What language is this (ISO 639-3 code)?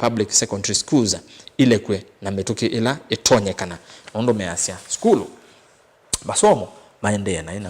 kam